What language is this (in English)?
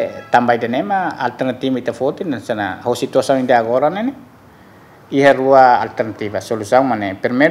Tetum